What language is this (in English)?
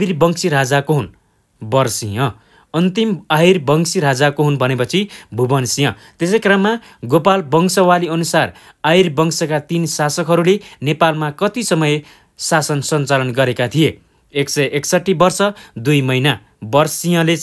Nepali